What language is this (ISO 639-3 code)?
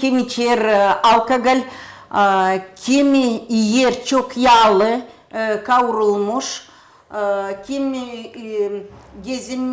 gag